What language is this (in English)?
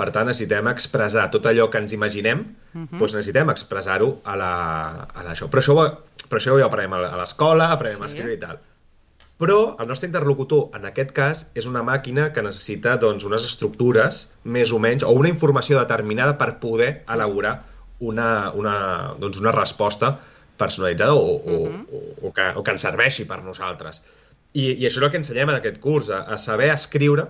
Catalan